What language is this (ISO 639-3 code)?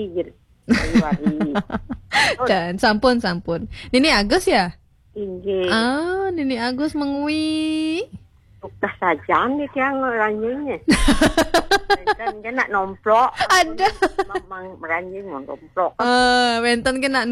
ban